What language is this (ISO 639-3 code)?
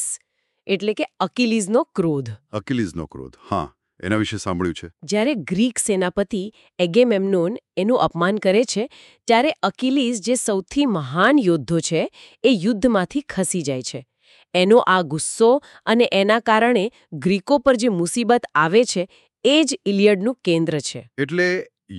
guj